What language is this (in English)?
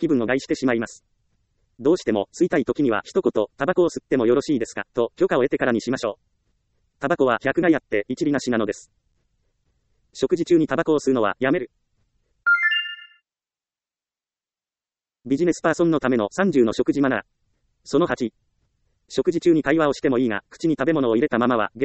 Japanese